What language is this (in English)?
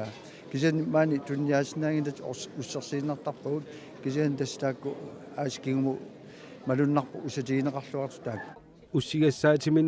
Kalaallisut